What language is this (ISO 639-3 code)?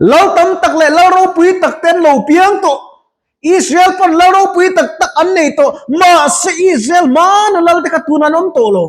lus